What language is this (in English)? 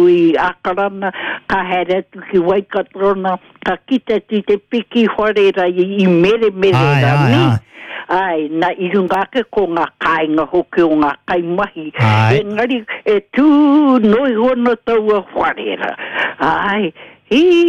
Māori